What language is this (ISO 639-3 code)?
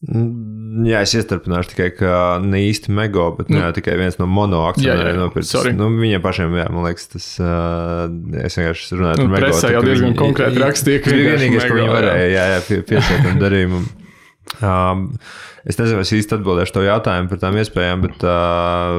lav